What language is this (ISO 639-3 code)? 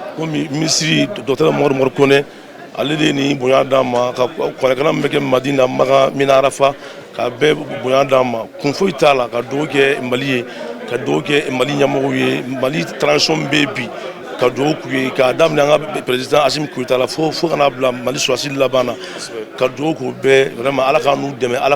bam